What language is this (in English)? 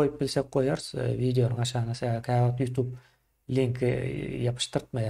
Turkmen